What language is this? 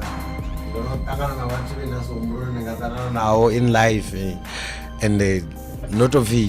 Venda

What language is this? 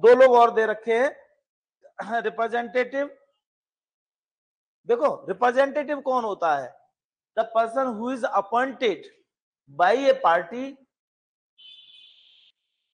Hindi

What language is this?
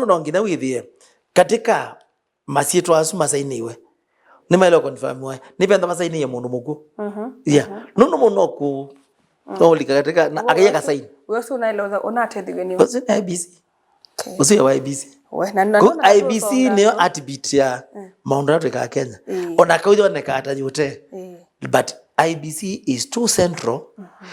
Kamba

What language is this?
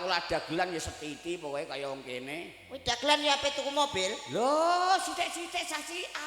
Javanese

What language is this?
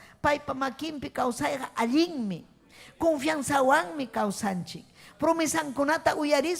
Ayacucho Quechua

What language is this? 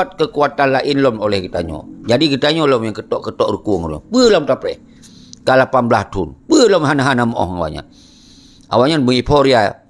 Achinese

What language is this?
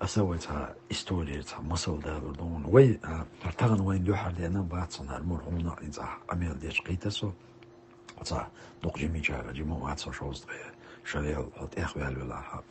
Chechen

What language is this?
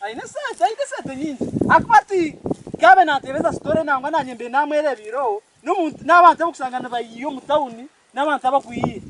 Nyankole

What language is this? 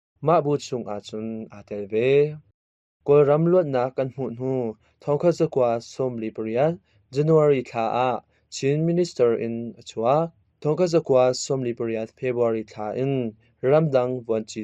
Hakha Chin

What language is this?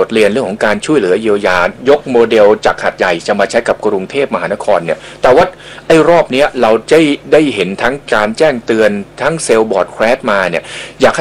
Thai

